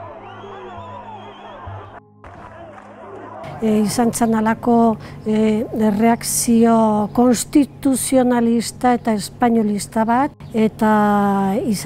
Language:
Basque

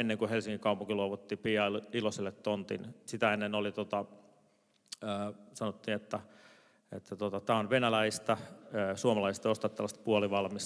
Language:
Finnish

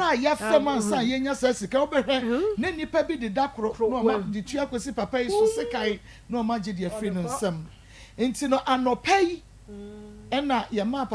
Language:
Akan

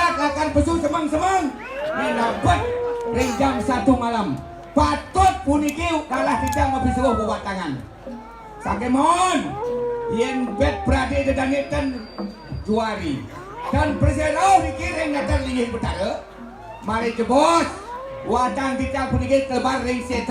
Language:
Balinese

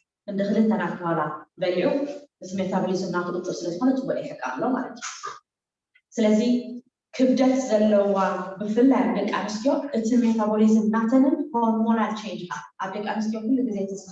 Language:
Tigrinya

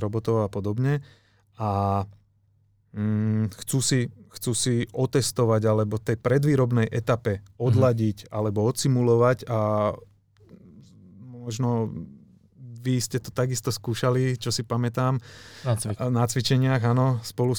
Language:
Slovak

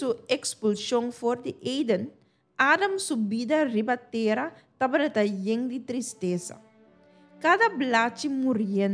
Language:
Papiamento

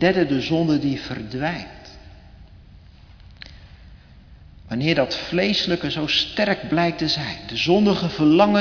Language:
Dutch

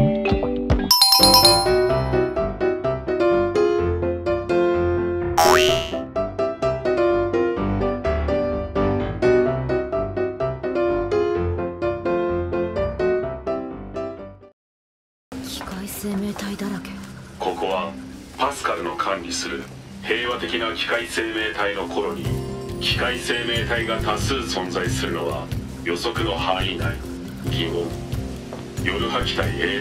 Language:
Japanese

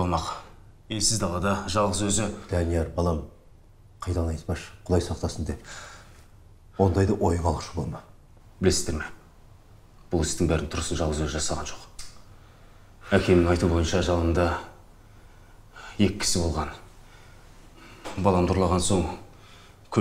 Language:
Kazakh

